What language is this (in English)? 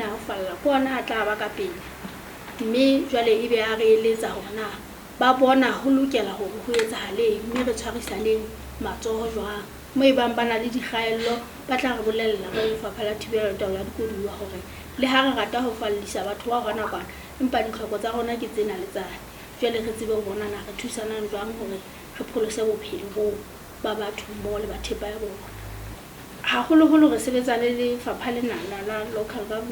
Southern Sotho